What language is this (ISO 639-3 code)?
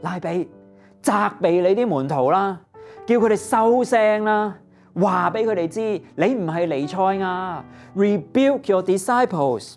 yue